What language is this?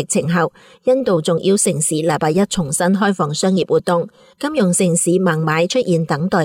Cantonese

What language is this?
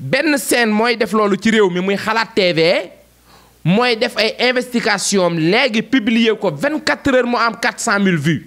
Wolof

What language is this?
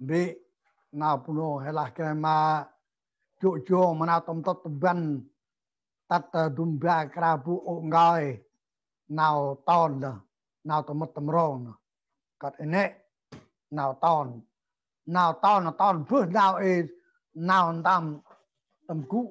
Central Mnong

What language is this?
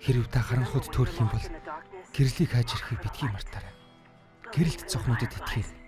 Mongolian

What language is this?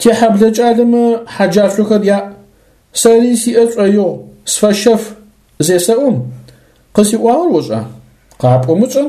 Adyghe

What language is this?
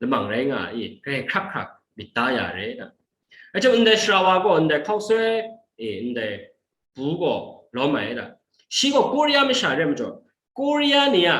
Kachin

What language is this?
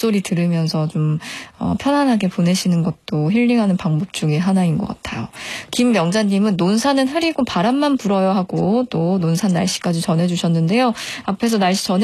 Korean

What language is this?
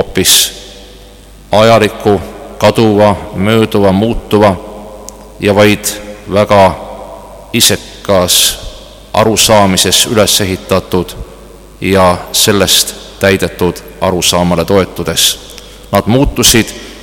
Estonian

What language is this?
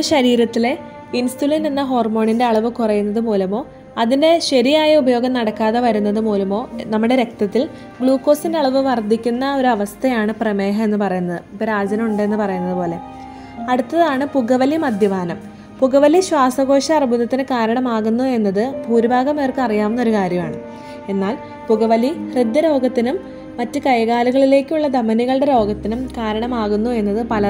Malayalam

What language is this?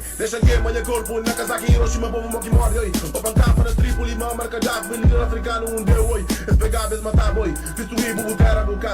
Kabuverdianu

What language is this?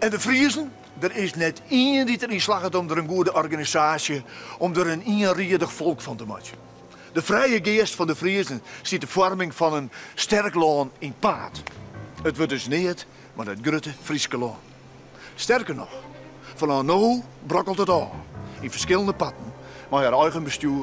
Western Frisian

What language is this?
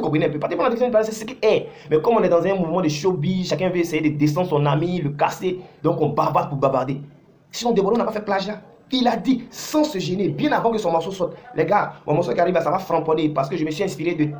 French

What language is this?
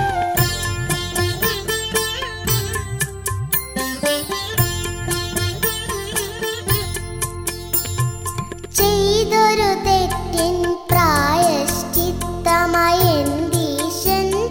Malayalam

